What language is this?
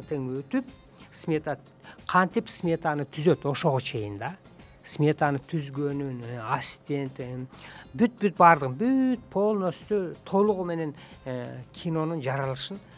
Kyrgyz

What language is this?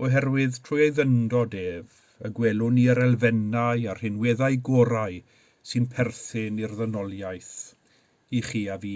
Welsh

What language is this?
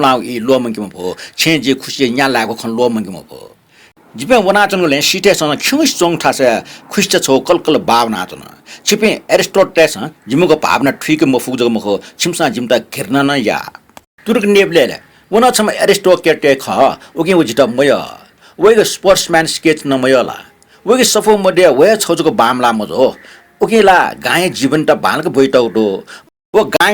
Newari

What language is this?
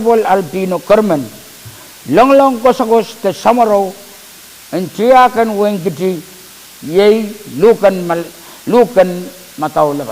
Pohnpeian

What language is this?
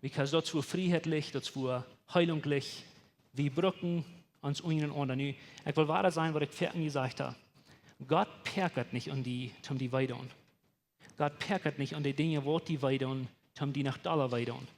Plautdietsch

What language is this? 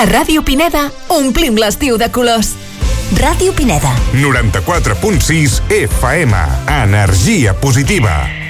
Catalan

